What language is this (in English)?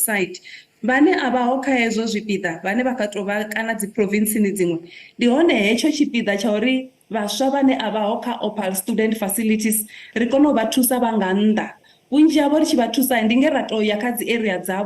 Venda